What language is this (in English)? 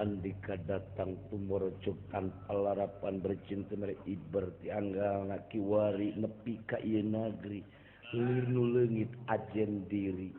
Sundanese